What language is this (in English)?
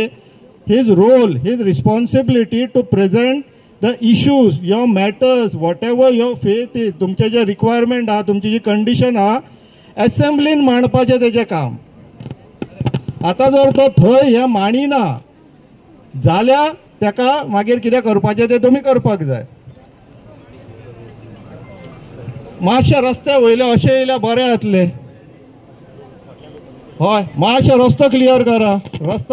Konkani